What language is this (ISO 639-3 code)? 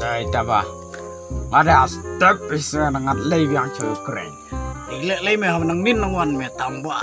kha